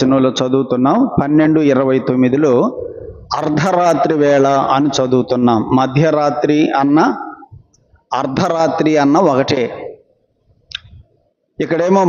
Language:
Telugu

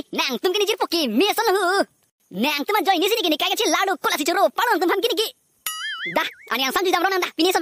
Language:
Karbi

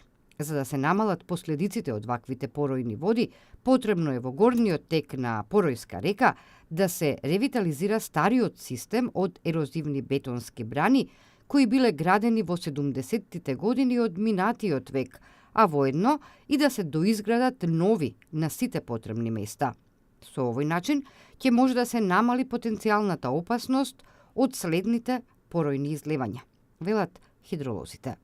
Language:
Macedonian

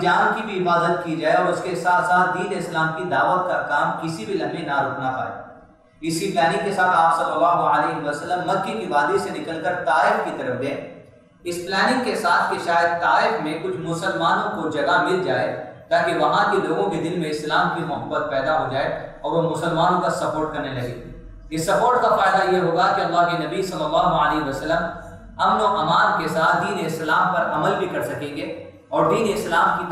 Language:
Urdu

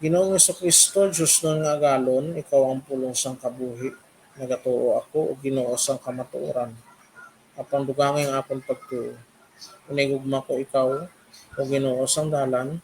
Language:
Hiligaynon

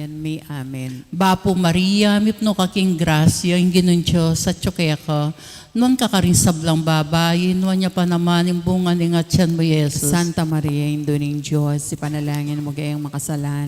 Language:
Pampanga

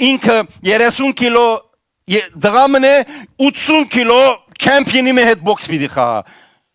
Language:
Western Armenian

